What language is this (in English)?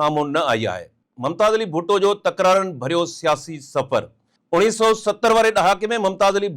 Sindhi